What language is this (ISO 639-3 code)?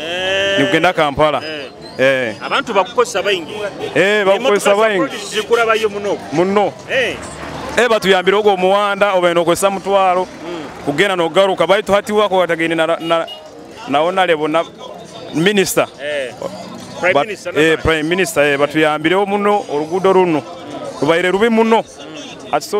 nyo